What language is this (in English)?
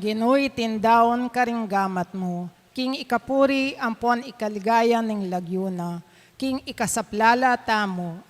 Pampanga